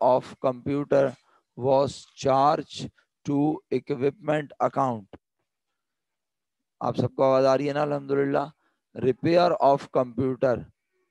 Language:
Urdu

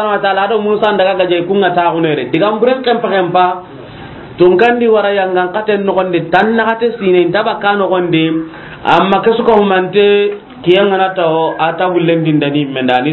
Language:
Soninke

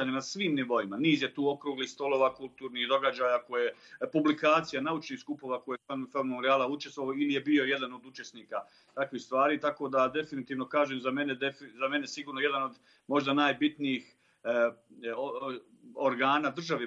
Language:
Bosnian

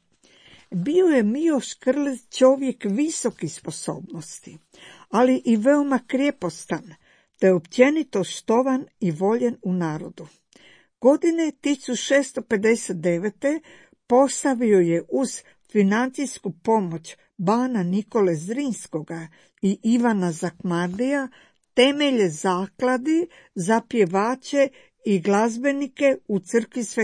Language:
Croatian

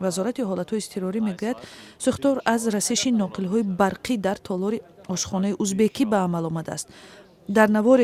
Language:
Tajik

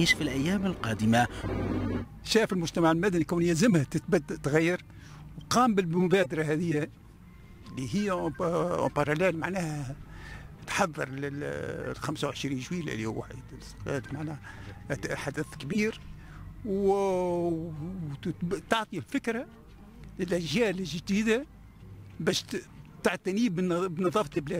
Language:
Tunisian Arabic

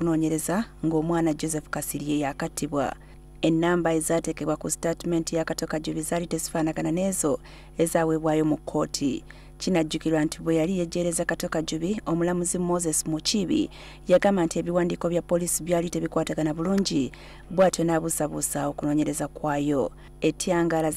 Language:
Ganda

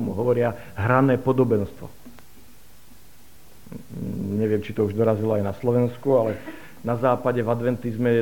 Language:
Slovak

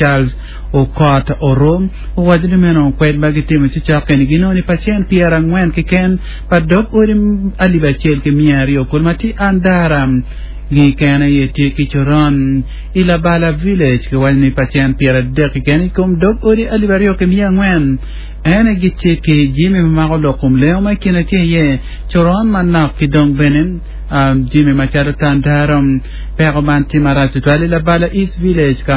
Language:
Acoli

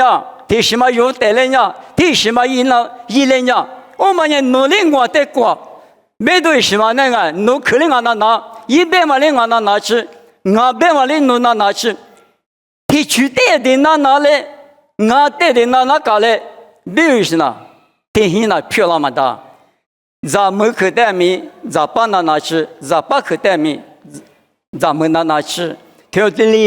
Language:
Lisu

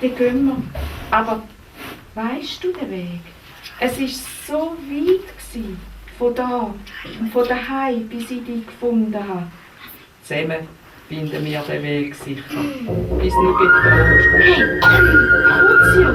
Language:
Swiss German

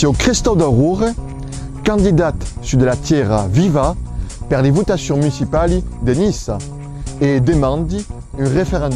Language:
Occitan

